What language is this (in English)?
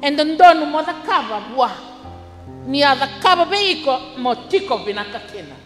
Fijian